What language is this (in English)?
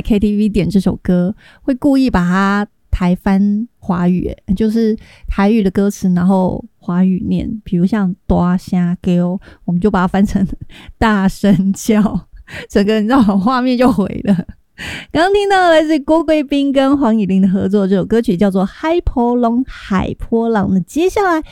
Chinese